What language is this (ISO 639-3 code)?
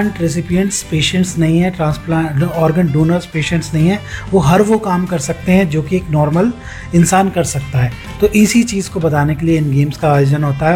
hin